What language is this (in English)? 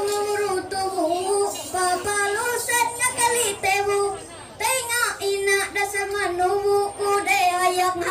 Ma'anyan